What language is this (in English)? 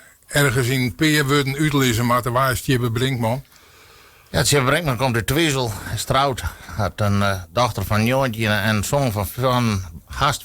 Western Frisian